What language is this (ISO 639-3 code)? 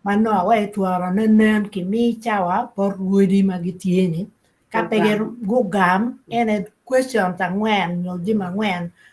ach